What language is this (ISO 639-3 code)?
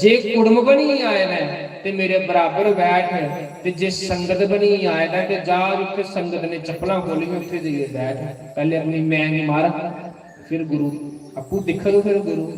doi